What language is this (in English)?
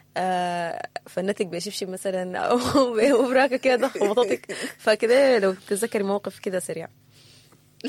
Sudanese Arabic